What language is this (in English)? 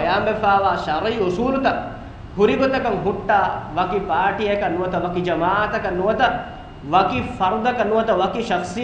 Divehi